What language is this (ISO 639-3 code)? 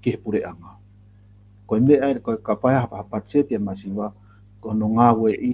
ton